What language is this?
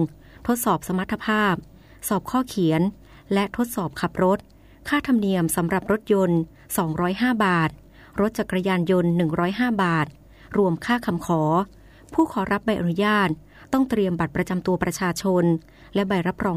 Thai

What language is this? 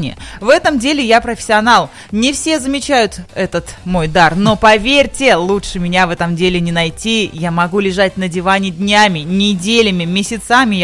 Russian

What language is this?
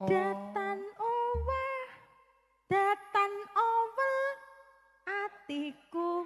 Javanese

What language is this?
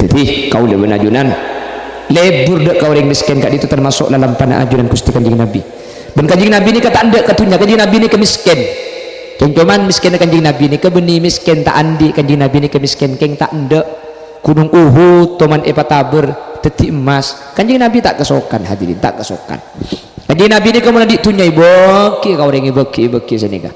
Madurese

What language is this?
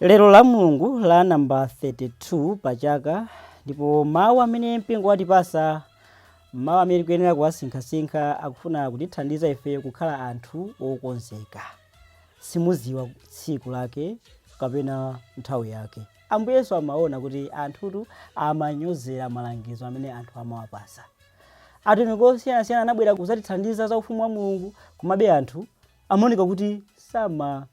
Nyanja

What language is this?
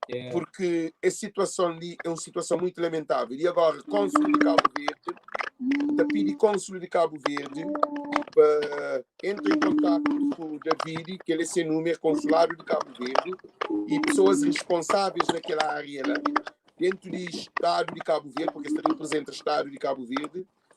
Kabuverdianu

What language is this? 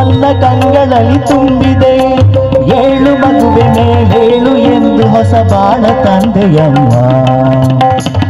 Kannada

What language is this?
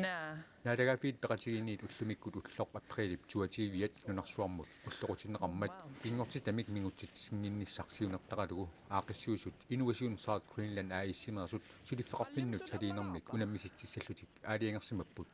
Kalaallisut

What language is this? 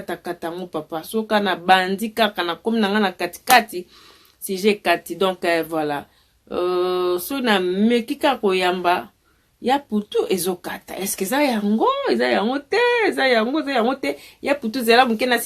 Lingala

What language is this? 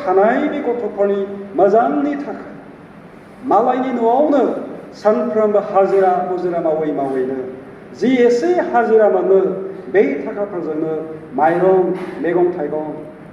Bodo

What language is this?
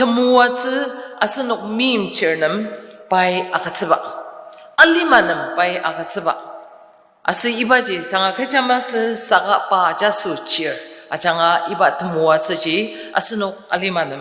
Ao Naga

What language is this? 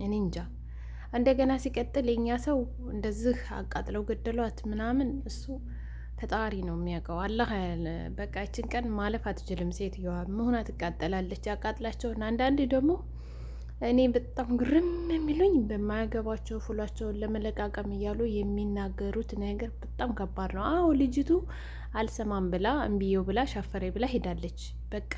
Amharic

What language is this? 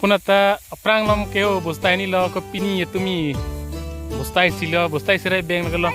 Karbi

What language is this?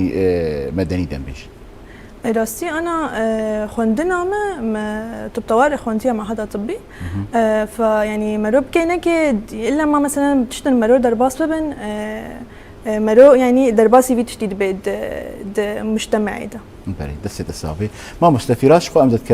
Kurdish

